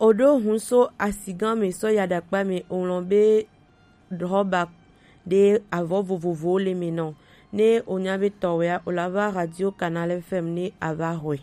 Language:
Gen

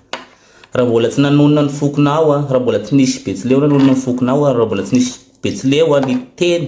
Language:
Malagasy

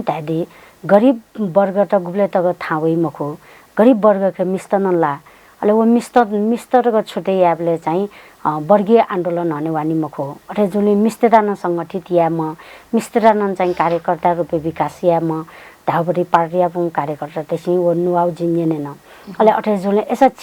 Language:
Newari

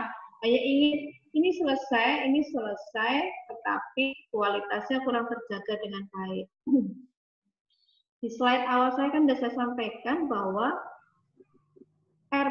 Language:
Indonesian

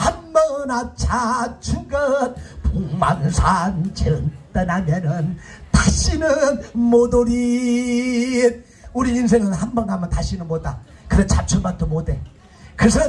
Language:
Korean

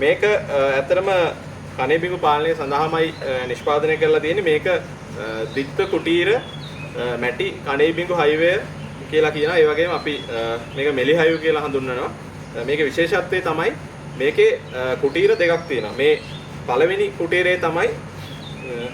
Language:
Sinhala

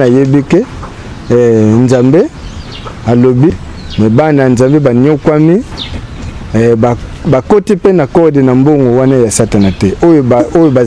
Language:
Lingala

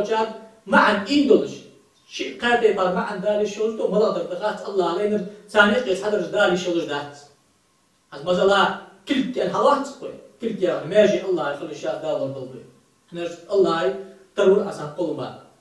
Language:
Ingush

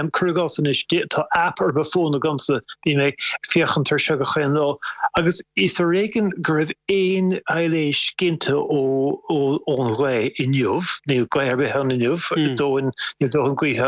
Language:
Irish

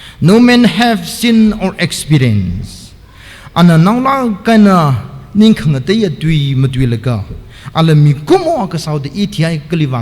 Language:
Tangkhul Naga (India)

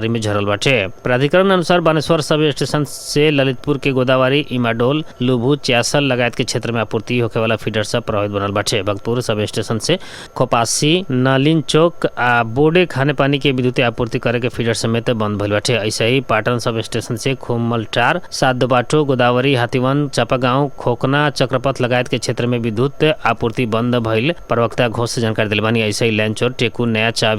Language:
Bhojpuri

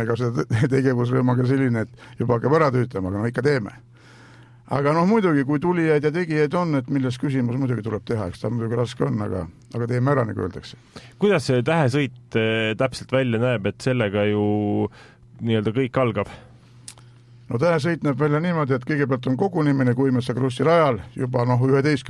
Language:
Estonian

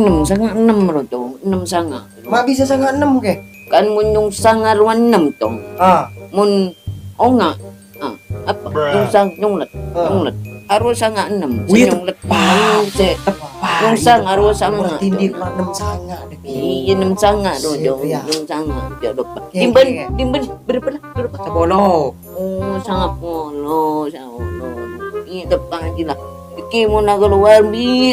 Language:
Madurese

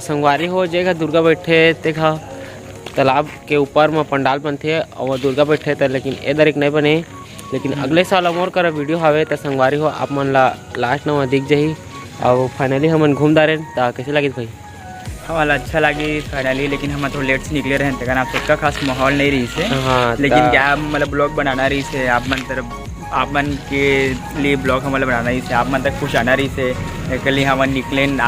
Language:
Chhattisgarhi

